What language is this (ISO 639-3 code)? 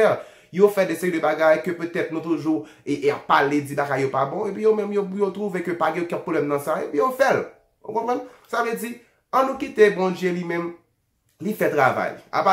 hat